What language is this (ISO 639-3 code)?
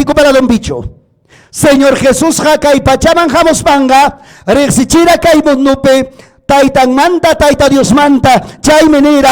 quy